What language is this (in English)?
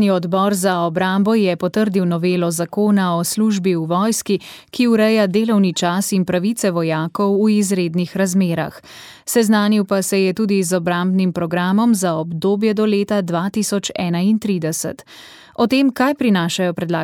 Slovenian